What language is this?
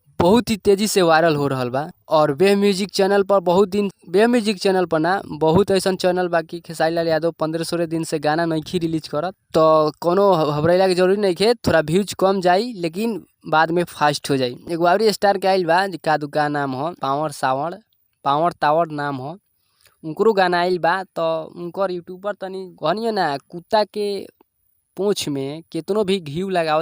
Bhojpuri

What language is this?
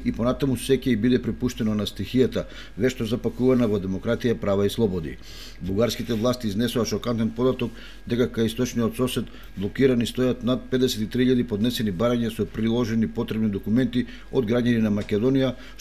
Macedonian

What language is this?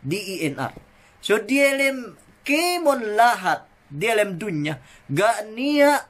Yakan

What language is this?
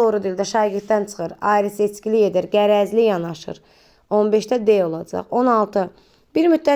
Azerbaijani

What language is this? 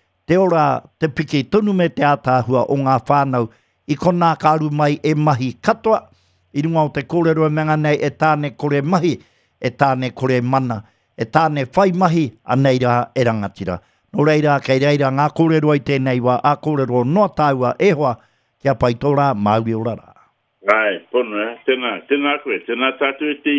Māori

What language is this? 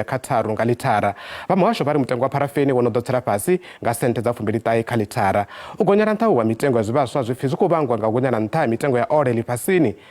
Venda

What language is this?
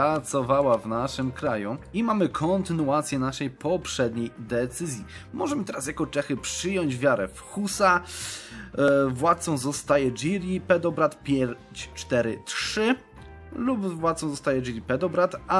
Polish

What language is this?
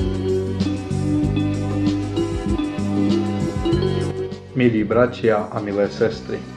Slovak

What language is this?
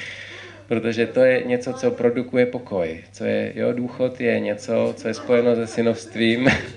Czech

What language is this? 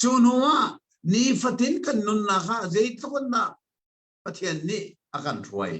Hakha Chin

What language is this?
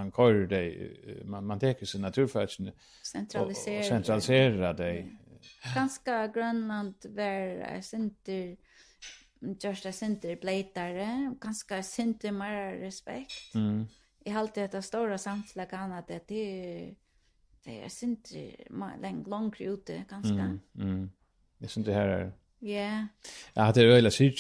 Faroese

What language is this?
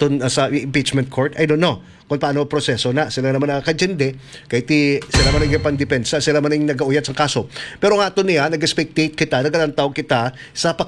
Hiligaynon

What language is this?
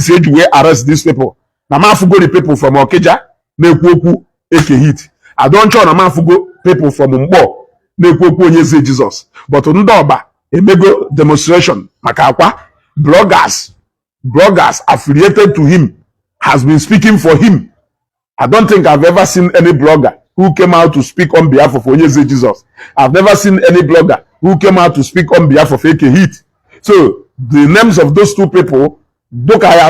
Igbo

